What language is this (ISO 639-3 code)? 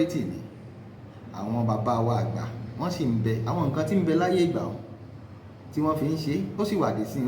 yor